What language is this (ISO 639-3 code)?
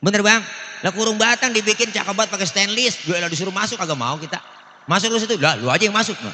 bew